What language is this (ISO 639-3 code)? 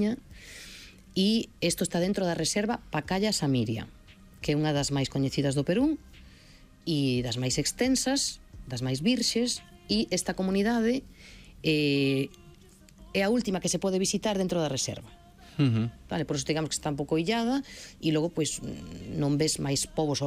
glg